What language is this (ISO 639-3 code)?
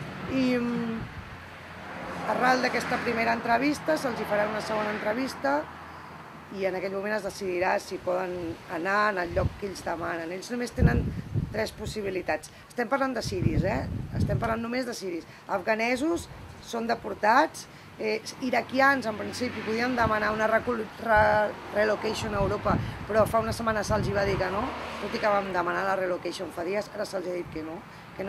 cat